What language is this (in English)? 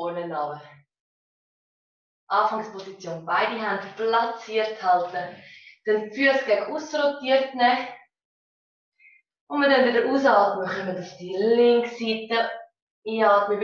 German